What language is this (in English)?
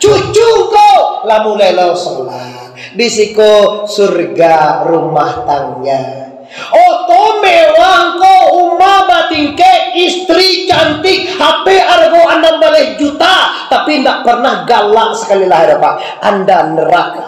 Minangkabau